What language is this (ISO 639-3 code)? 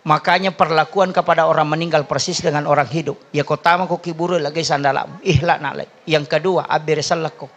bug